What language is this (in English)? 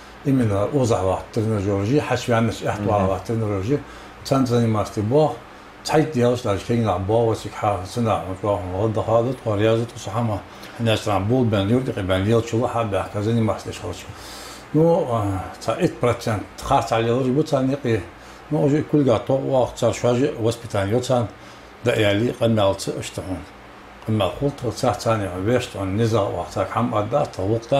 Ingush